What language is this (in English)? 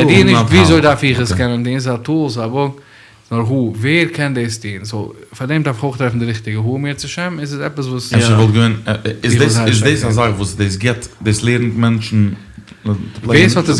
Yiddish